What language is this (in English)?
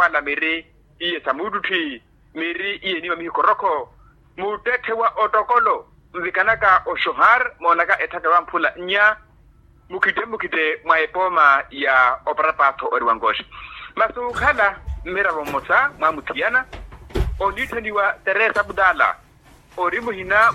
Makhuwa